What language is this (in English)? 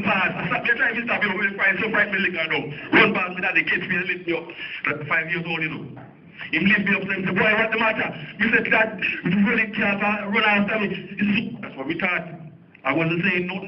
Jamaican Creole English